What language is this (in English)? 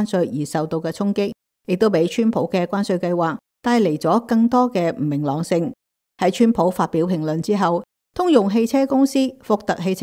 Cantonese